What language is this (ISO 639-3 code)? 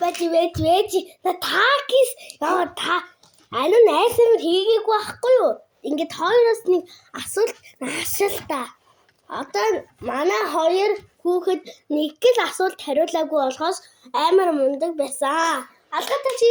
mon